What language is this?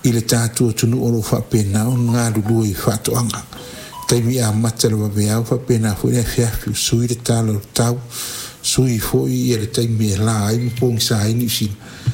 Samoan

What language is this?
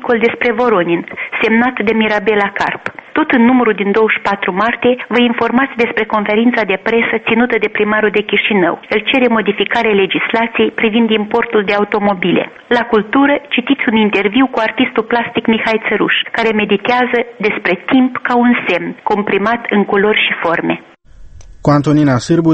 Romanian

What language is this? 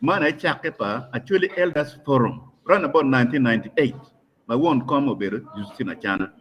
Acoli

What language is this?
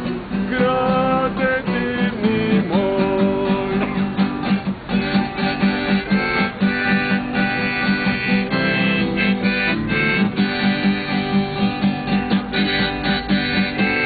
Croatian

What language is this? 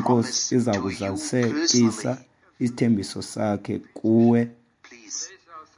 Xhosa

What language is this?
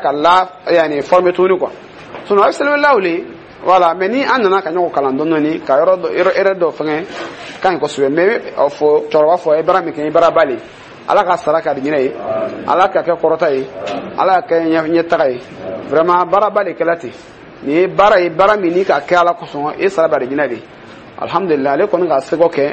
Dyula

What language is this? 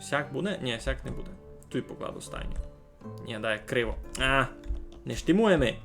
Rusyn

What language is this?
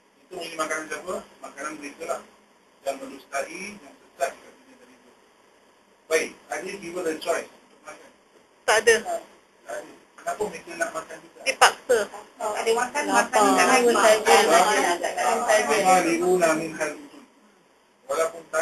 Malay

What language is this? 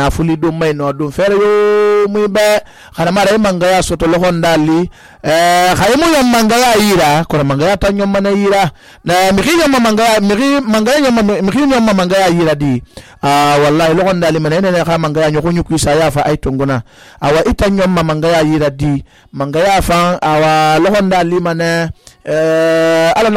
Susu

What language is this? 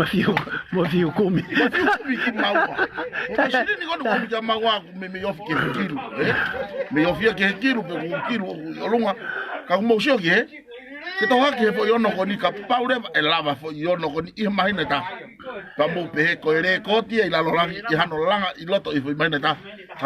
Tongan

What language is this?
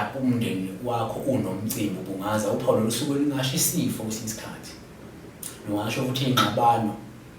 Zulu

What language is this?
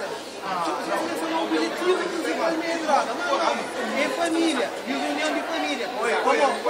Kabuverdianu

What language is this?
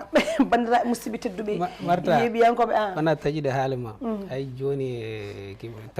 Fula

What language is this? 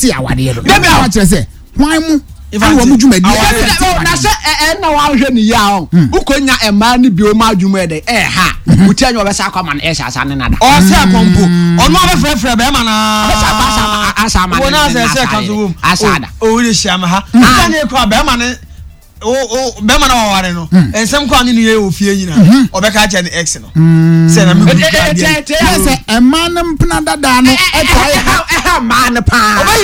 Akan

